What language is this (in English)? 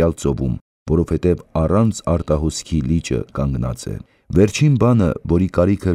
Armenian